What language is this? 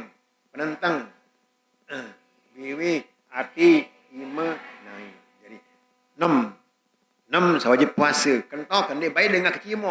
Sasak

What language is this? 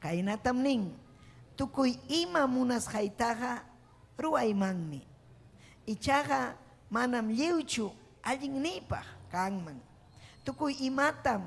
Ayacucho Quechua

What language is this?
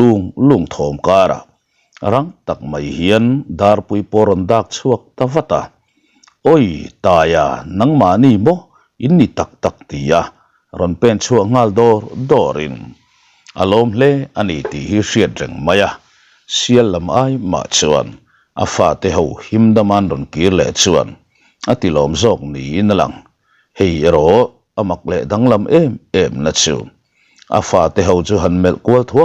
Mizo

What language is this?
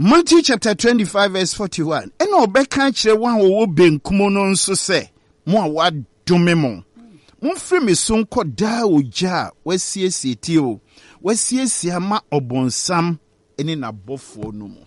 Akan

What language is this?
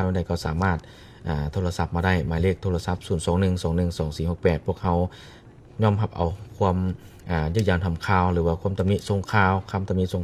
Lao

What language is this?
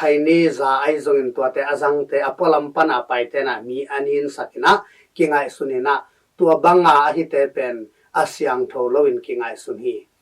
Tedim Chin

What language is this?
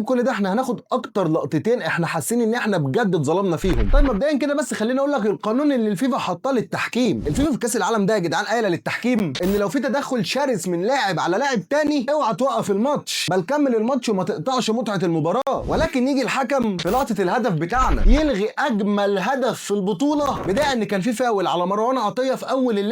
Egyptian Arabic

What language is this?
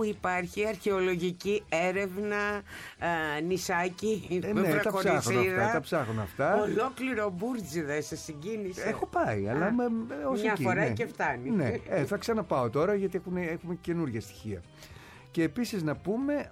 Greek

